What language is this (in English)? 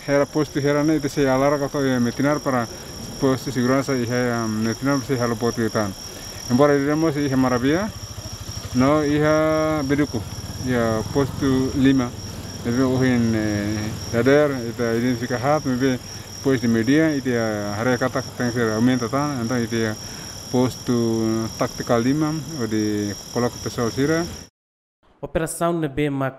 Tetum